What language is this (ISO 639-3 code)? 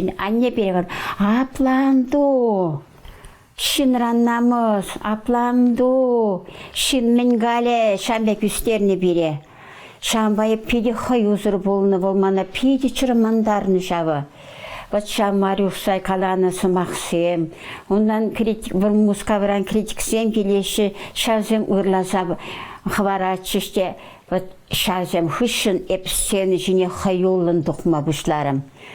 chv